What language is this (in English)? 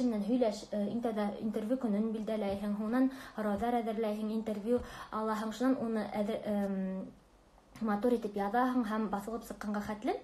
Bashkir